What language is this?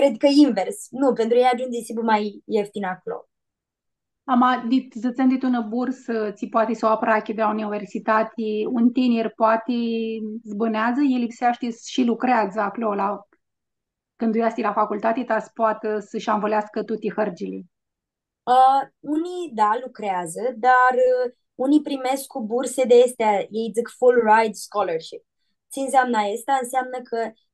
Aromanian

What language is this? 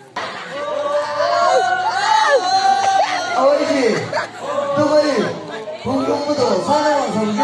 Chang Naga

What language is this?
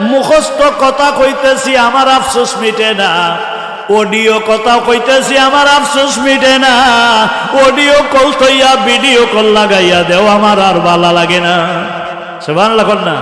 Sylheti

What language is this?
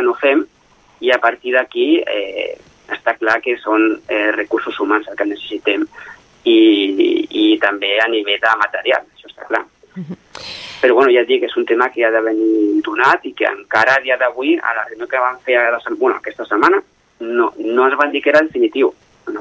Catalan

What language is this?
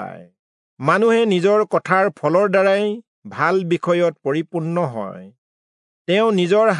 Assamese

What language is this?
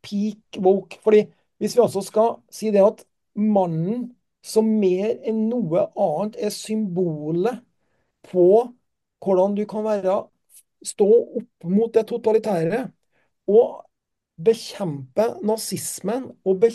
Norwegian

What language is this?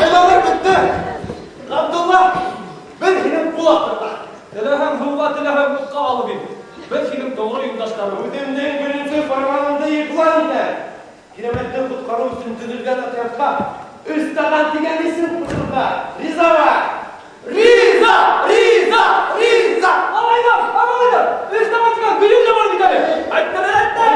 Bashkir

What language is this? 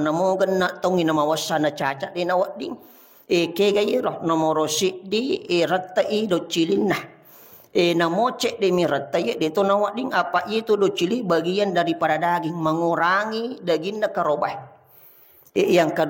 Buginese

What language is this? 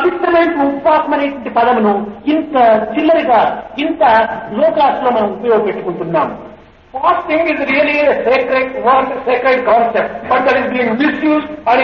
Telugu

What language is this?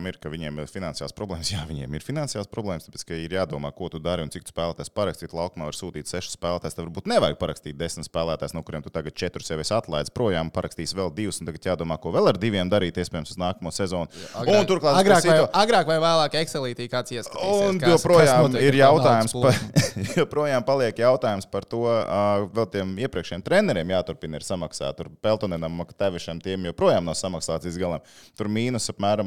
Latvian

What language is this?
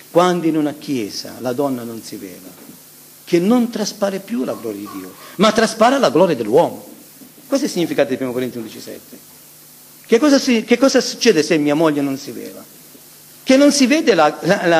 Italian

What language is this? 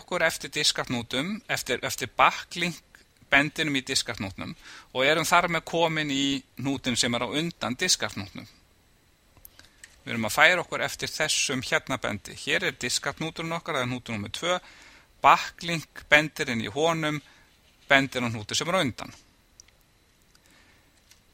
Icelandic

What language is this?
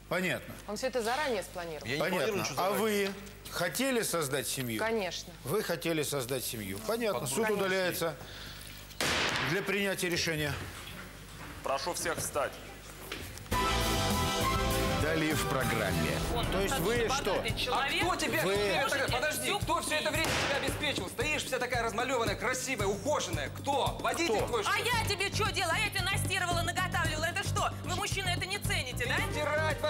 Russian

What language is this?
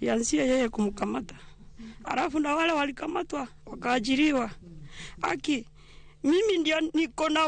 Luo (Kenya and Tanzania)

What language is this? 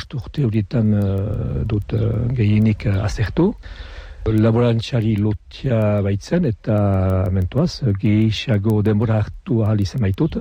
Basque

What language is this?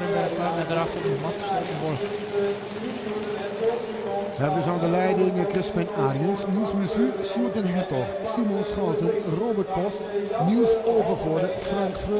Dutch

